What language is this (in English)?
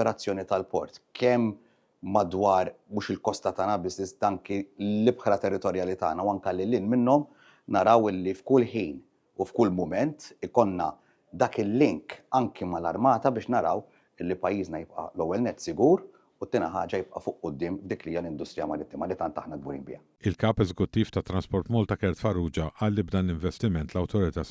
Maltese